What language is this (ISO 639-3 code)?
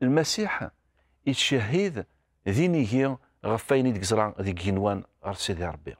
kab